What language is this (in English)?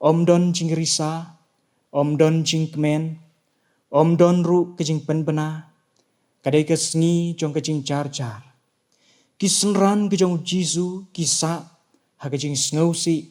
Khasi